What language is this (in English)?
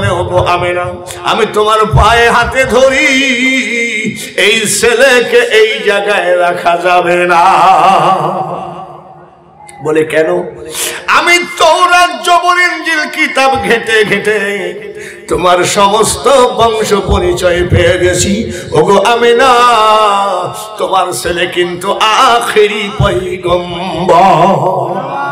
Bangla